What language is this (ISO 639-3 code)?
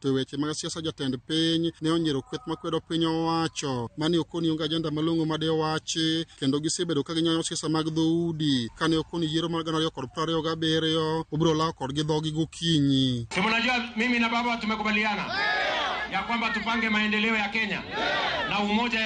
luo